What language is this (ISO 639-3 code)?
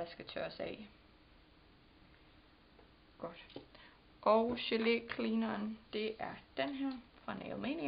dan